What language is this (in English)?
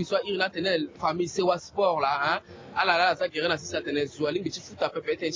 Sango